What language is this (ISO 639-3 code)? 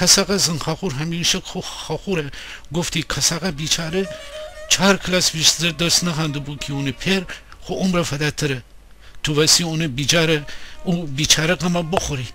glk